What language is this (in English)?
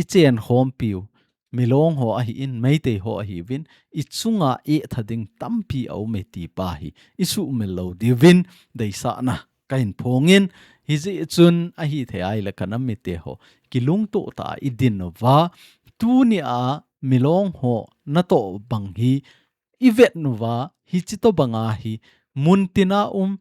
Thado Chin